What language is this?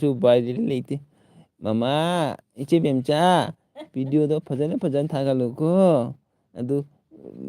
Manipuri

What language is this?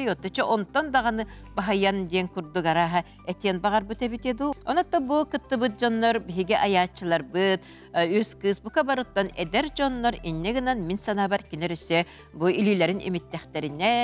Yakut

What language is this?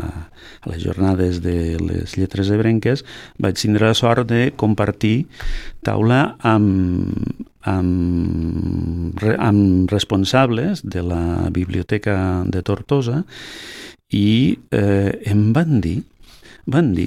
Catalan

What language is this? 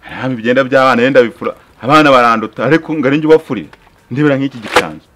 Kinyarwanda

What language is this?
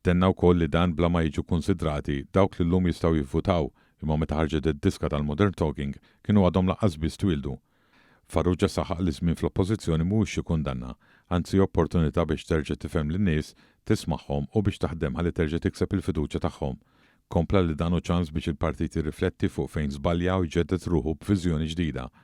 Maltese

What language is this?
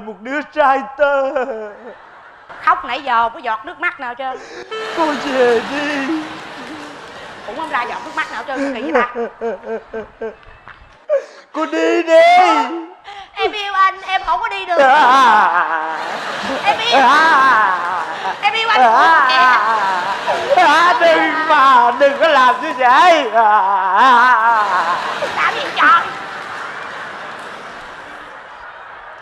Vietnamese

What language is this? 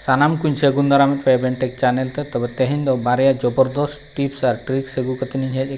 Santali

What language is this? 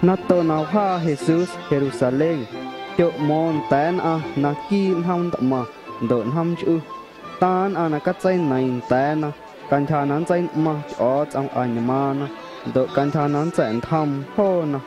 Guerrero Amuzgo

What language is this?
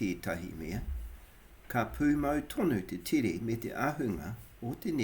Māori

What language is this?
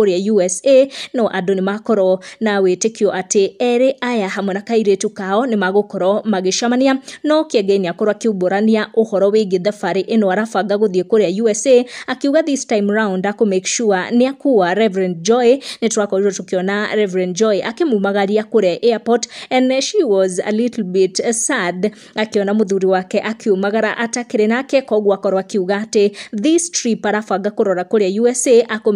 Kikuyu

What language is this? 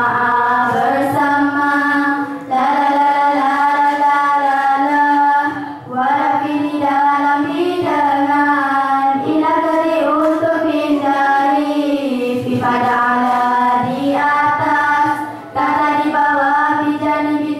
Malay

